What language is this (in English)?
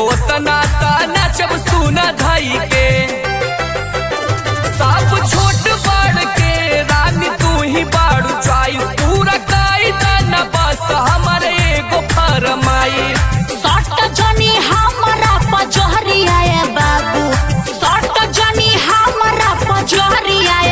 Bhojpuri